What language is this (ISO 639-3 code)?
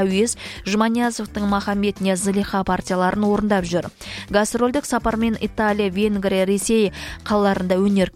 kaz